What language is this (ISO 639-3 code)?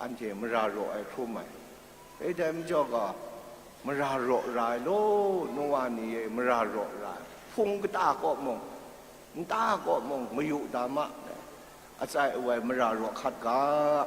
kac